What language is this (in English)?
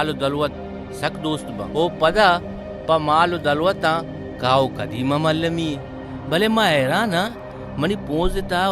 Baluchi